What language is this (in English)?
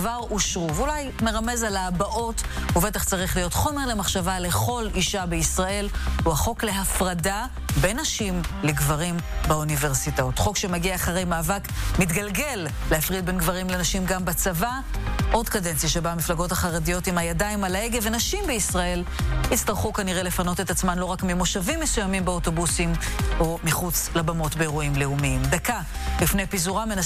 Hebrew